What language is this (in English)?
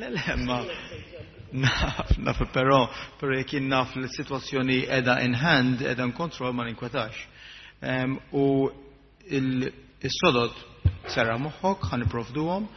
Maltese